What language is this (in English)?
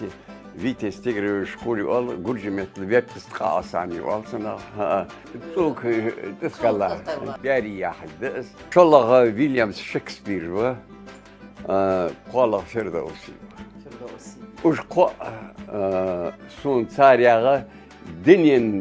Ingush